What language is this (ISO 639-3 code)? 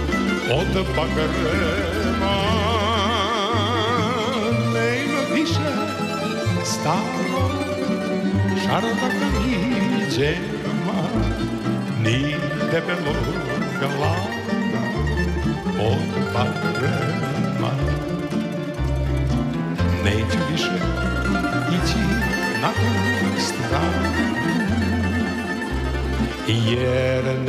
srp